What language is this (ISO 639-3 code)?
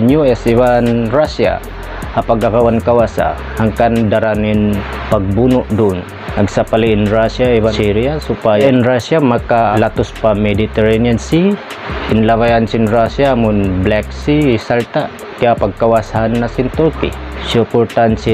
tsg